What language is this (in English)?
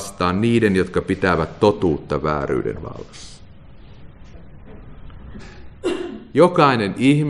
Finnish